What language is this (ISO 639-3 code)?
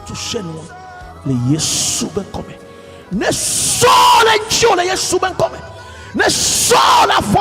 ewe